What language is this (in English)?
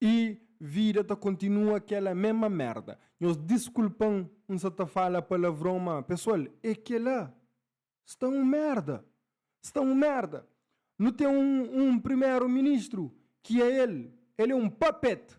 Kabuverdianu